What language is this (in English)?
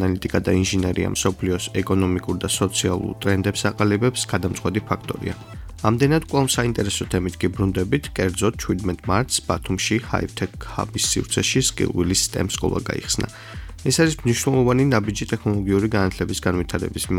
Georgian